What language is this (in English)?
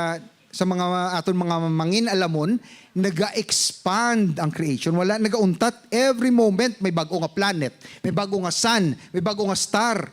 Hiligaynon